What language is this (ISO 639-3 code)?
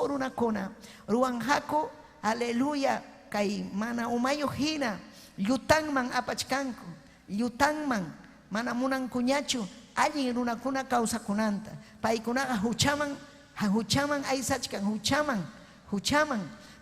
quy